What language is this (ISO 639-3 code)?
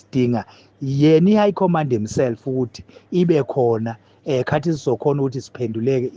zul